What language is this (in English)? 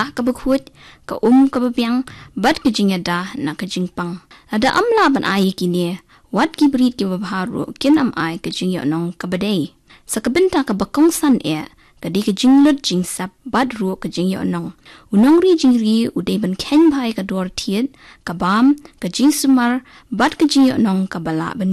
Khasi